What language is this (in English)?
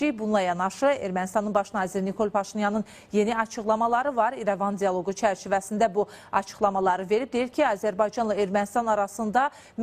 Azerbaijani